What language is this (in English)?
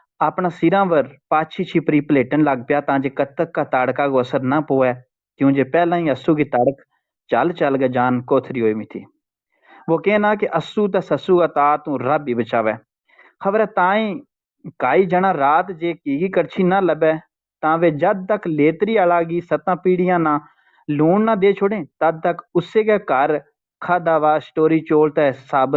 Gujari